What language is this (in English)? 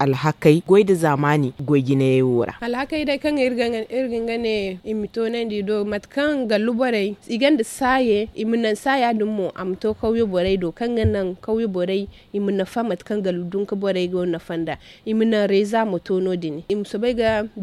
Zarma